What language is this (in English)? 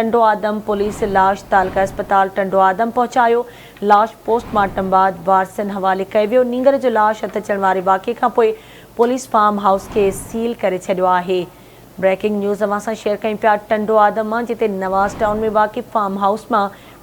Sindhi